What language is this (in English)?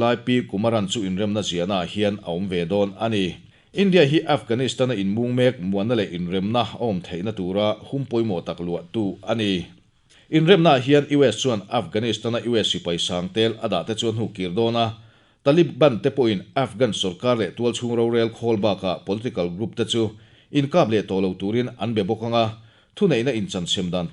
Mizo